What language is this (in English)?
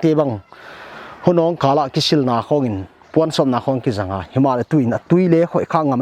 Paite Chin